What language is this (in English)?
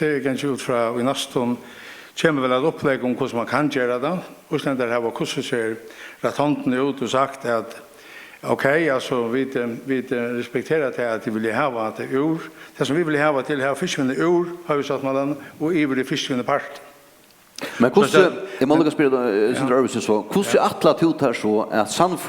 Faroese